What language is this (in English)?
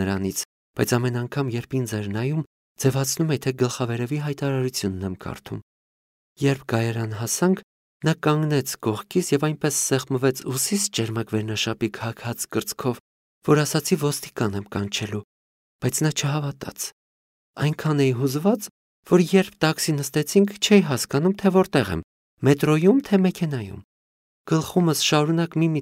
Armenian